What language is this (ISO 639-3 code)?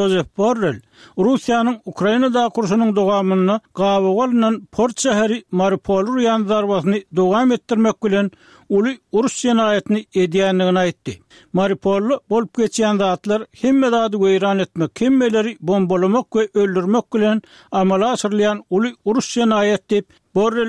tuk